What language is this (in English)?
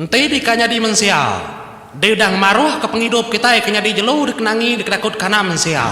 Iban